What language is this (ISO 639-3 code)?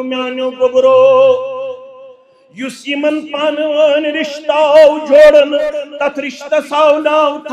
kas